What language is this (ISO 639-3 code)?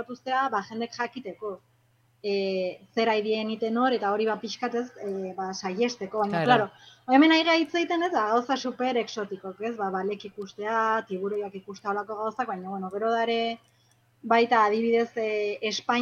eus